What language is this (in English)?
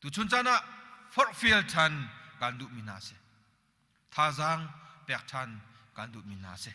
Hakha Chin